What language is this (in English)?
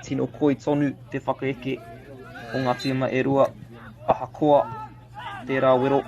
Māori